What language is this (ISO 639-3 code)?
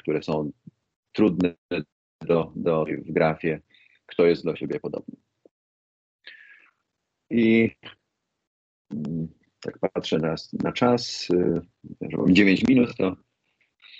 pol